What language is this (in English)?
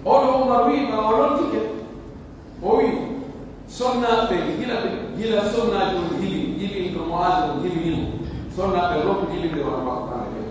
Pular